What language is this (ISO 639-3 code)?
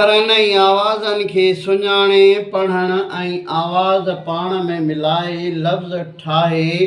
snd